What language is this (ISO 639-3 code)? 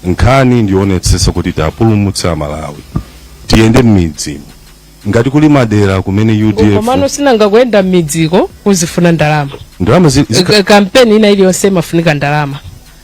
nya